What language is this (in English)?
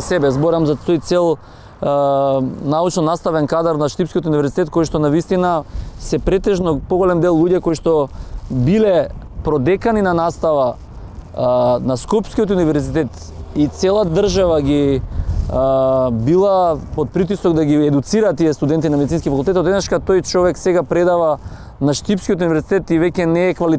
Macedonian